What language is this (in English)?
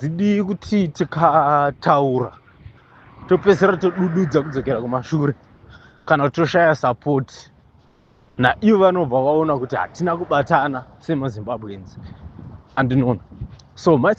Shona